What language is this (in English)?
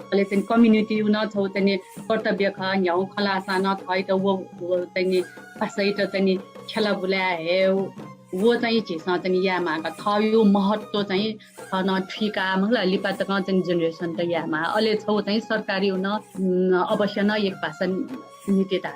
Newari